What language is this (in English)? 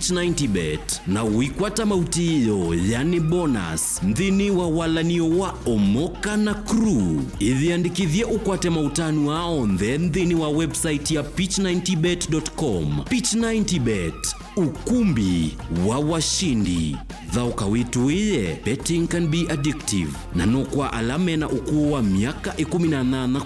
Kamba